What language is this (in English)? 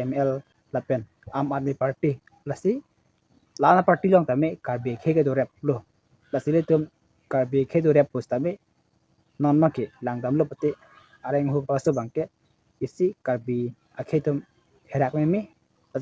Karbi